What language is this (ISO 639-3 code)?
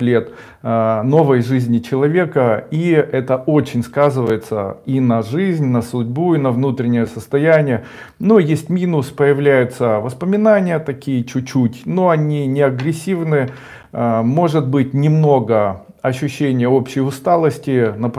rus